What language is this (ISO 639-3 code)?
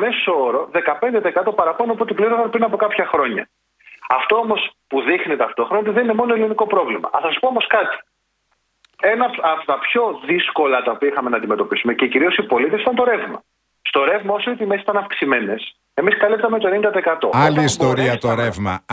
ell